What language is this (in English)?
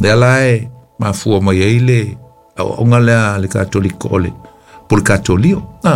Samoan